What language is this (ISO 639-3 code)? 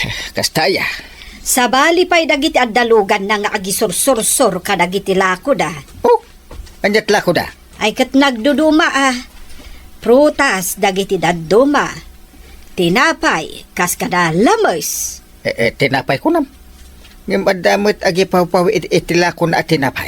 ilo